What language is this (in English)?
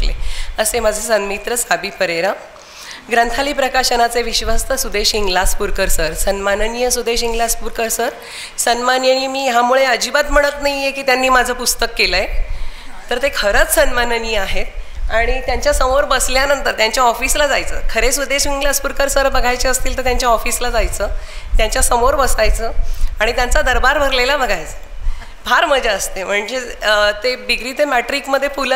Marathi